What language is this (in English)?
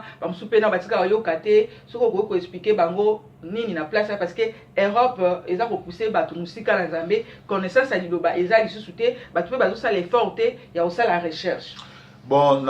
Lingala